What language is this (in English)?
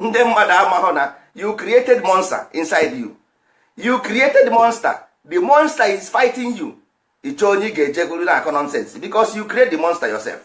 Igbo